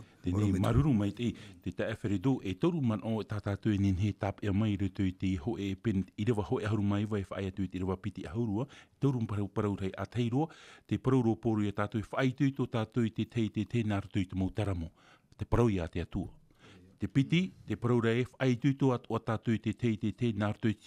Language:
Tahitian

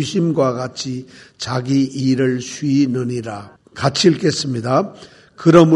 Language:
Korean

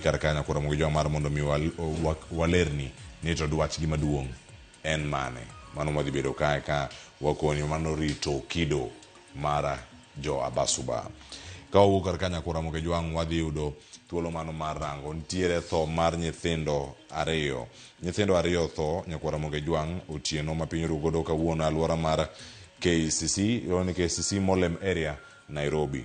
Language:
Luo (Kenya and Tanzania)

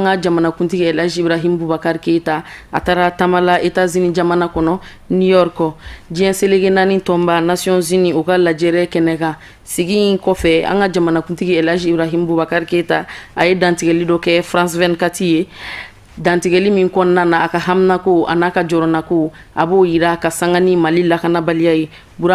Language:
Bambara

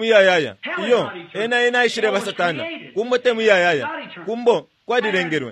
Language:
Bemba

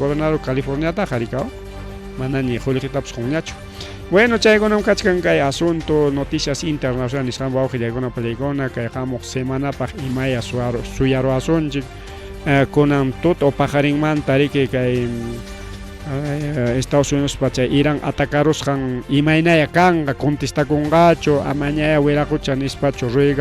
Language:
Ayacucho Quechua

